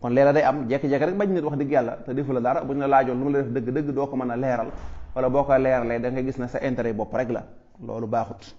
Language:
Wolof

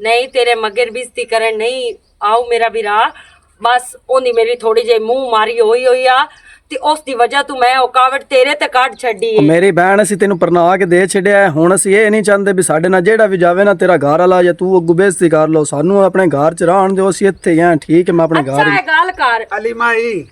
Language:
Western Panjabi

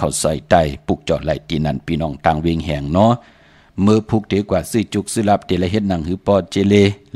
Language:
Shan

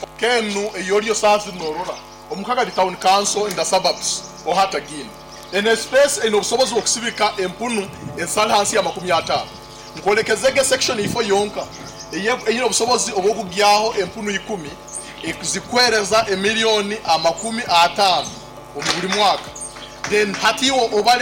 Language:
Nyoro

